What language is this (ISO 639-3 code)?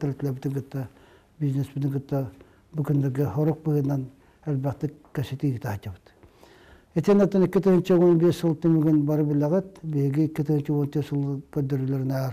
sah